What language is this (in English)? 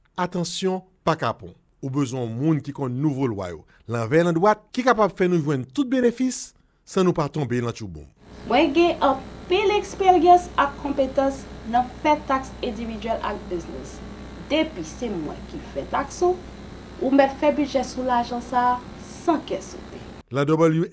Haitian Creole